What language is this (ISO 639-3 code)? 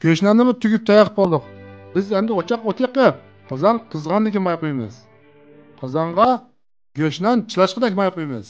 uig